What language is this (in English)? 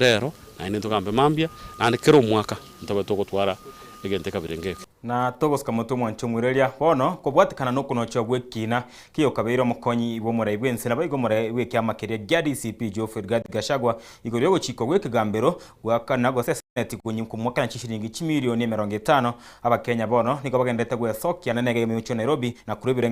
Gusii